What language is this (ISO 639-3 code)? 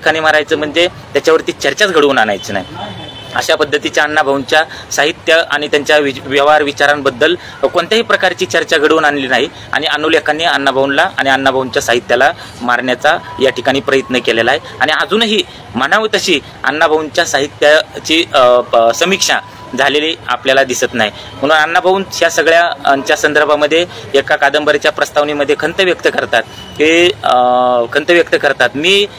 mar